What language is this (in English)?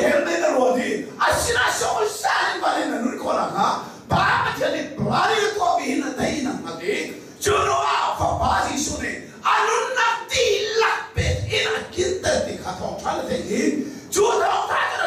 Hakha Chin